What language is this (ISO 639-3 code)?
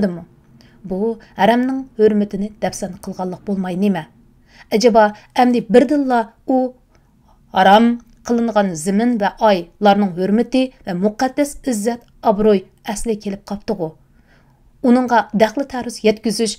uig